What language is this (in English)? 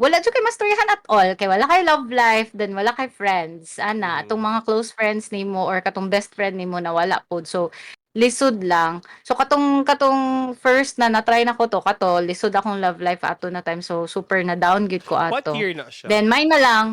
Cebuano